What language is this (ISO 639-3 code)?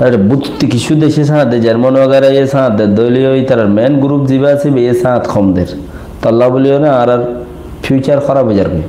rhg